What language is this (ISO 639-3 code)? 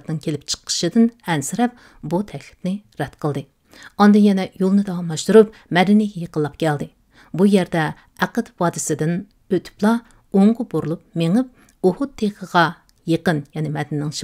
uig